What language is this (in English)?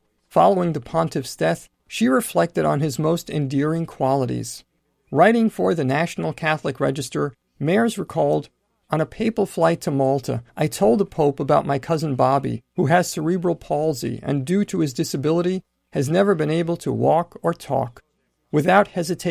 English